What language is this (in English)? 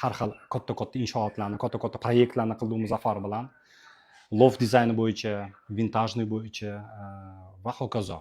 Uzbek